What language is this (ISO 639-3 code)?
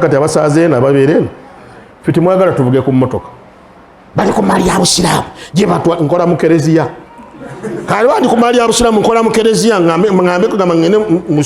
lug